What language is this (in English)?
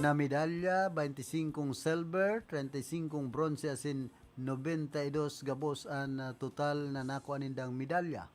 Bikol